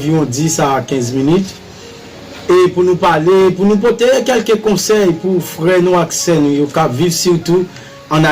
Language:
Haitian Creole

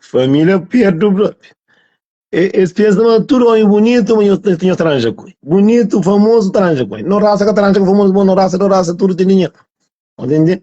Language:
Kabuverdianu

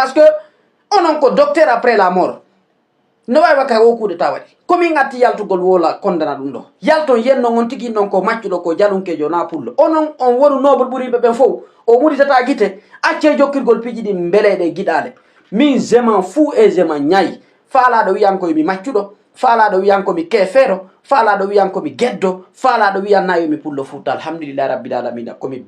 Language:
Fula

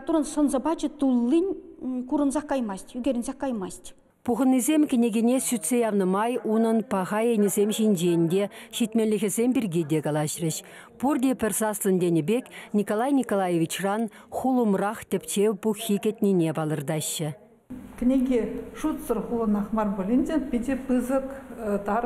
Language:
Chuvash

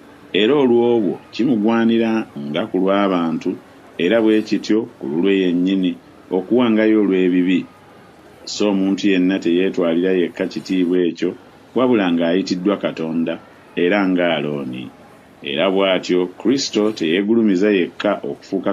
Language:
Ganda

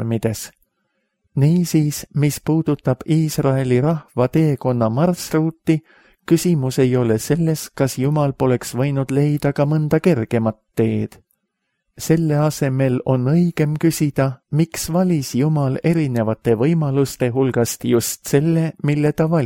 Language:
Estonian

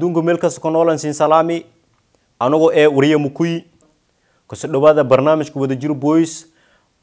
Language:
Somali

